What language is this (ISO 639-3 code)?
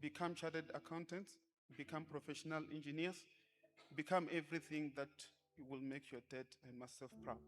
ven